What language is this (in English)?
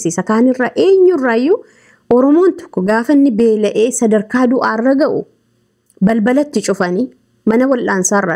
Oromo